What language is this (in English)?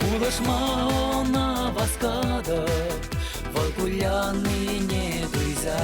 Chuvash